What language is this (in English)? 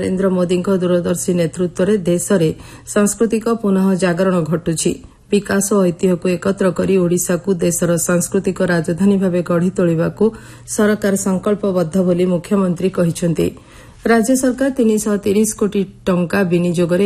Odia